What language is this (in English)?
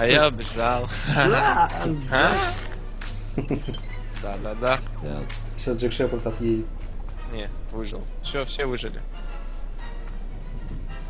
Russian